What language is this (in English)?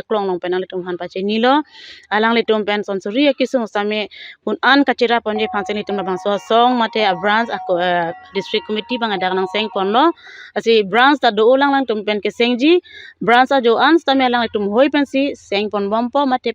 Karbi